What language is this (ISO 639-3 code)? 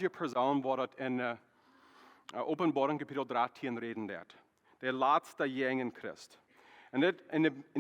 pdt